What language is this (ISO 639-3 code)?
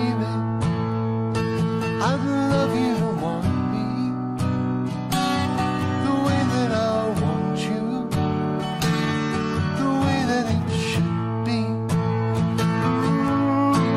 eng